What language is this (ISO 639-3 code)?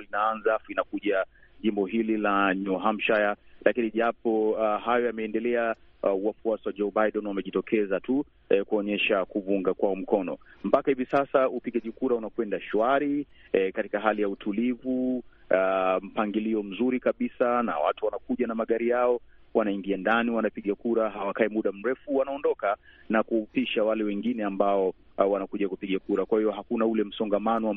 swa